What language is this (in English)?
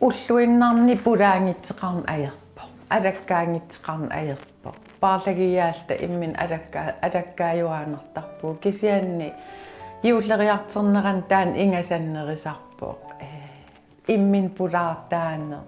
Kalaallisut